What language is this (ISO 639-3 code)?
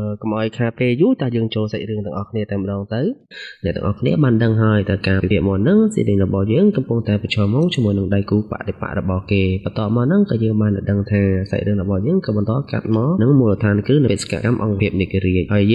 khm